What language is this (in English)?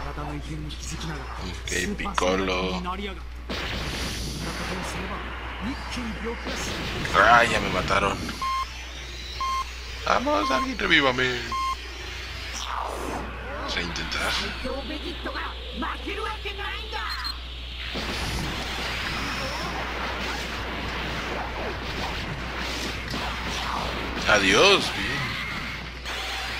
Spanish